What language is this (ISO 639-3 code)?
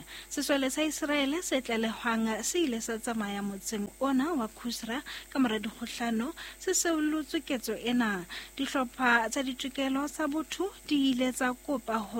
sot